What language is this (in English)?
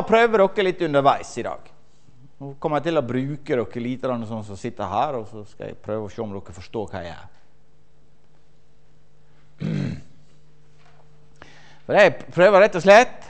Norwegian